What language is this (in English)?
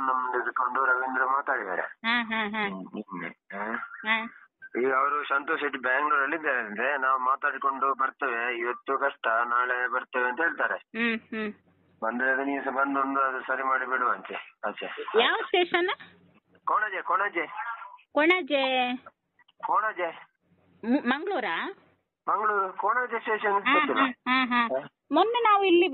Kannada